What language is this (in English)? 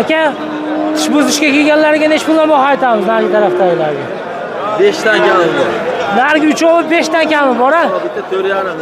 Uzbek